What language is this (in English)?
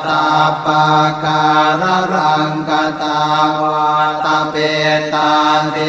Pali